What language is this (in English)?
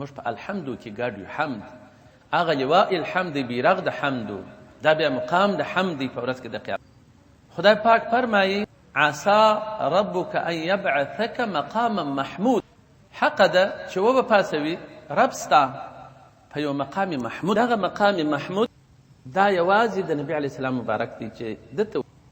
Pashto